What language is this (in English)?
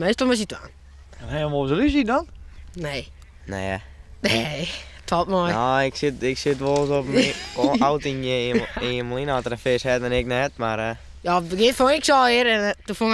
Western Frisian